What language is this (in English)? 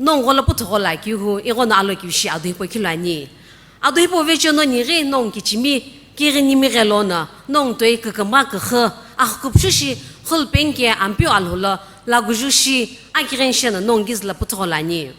Sumi Naga